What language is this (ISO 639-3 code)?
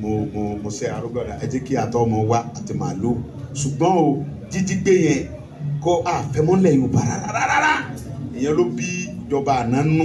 yor